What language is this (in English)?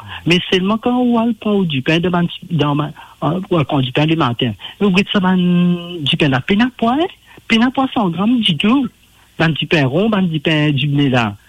Morisyen